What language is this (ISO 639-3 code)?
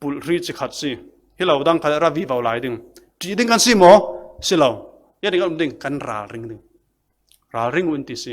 cfm